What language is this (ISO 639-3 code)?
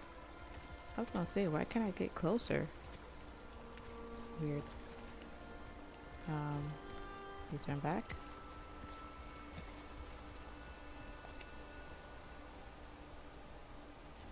eng